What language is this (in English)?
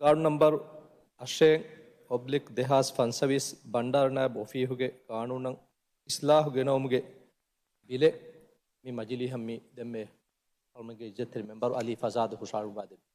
Divehi